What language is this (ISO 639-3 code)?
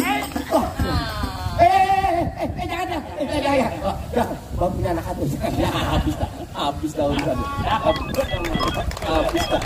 bew